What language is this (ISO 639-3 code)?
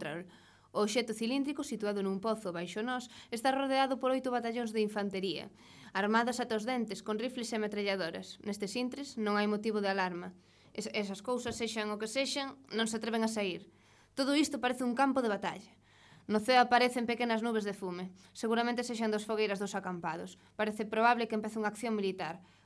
glg